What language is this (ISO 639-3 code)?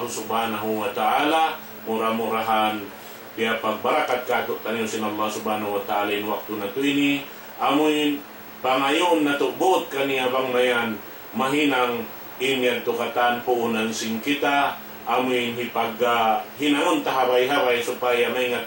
tsg